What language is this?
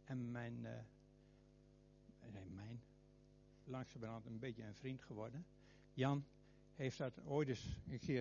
Dutch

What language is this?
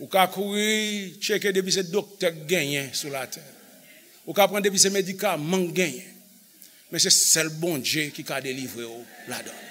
Haitian Creole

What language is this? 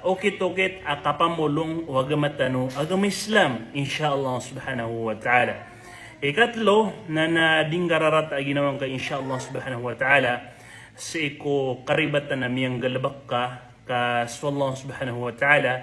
Maranao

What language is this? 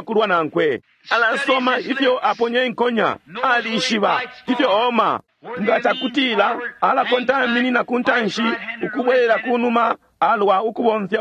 Bemba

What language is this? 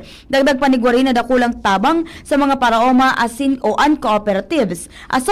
Bikol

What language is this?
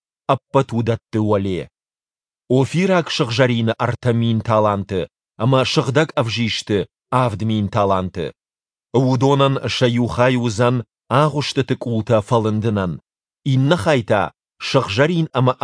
Ossetic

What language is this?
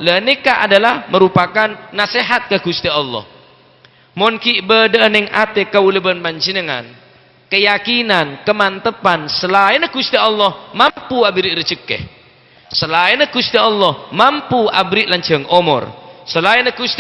Madurese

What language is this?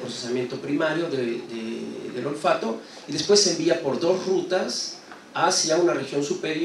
Spanish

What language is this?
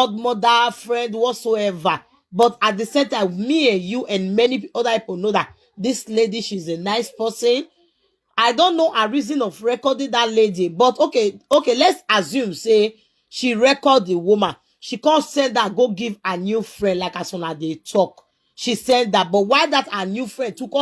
Nigerian Pidgin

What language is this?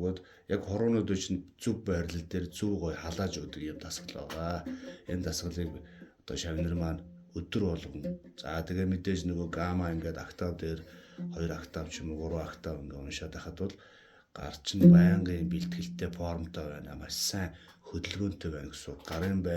Mongolian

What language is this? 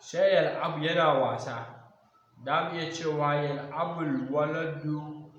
Hausa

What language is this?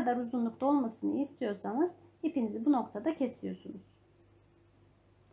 Turkish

